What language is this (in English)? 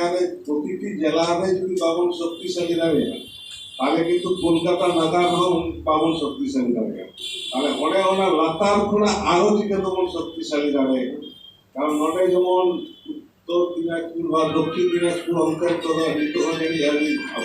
Santali